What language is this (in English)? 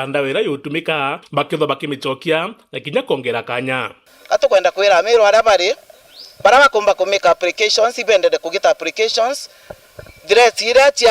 Meru